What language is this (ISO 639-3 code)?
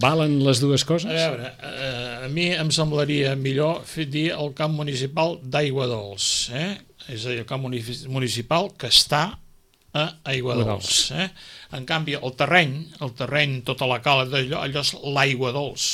cat